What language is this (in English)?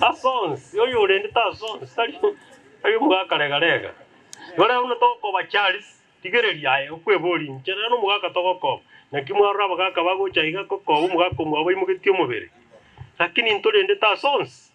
Gusii